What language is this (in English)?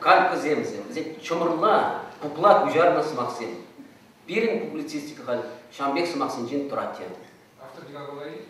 Chuvash